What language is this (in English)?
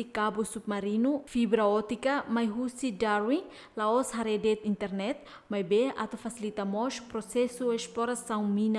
Tetum